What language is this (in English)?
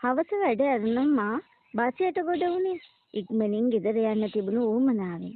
Sinhala